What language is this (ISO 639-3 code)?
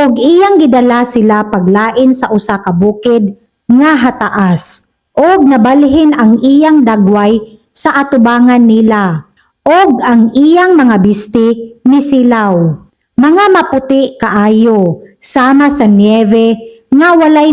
ceb